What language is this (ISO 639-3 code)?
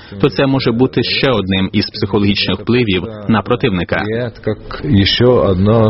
ukr